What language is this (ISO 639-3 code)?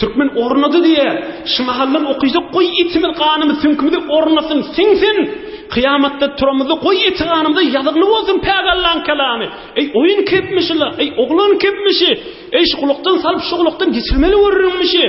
tuk